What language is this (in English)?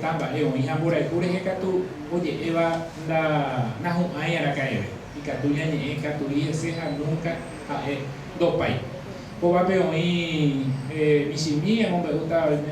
Guarani